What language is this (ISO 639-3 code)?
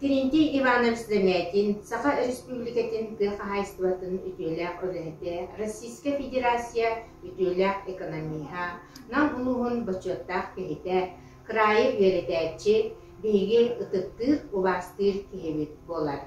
sah